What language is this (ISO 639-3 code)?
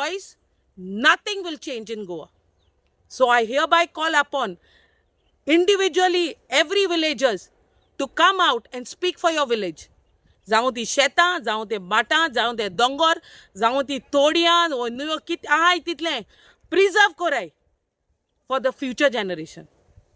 kok